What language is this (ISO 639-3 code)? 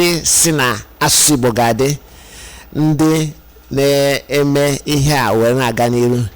ibo